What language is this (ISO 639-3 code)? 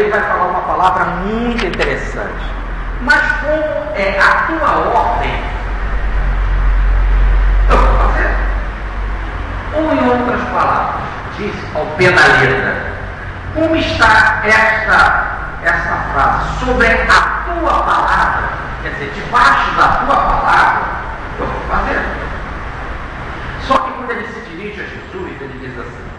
por